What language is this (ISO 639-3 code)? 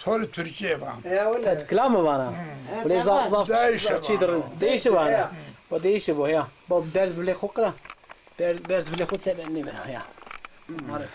zza